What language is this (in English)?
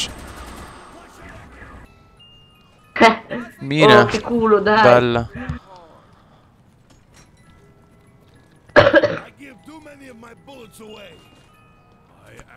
Italian